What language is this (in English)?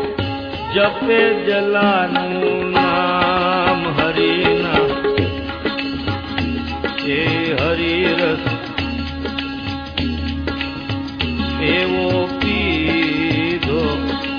Gujarati